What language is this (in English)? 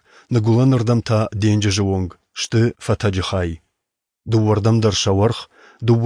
Ossetic